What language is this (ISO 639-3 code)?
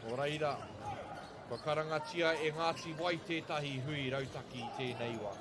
mri